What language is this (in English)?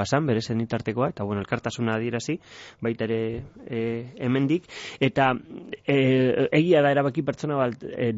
Basque